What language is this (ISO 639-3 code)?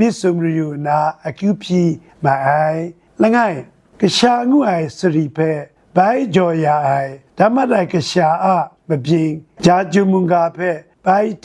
kac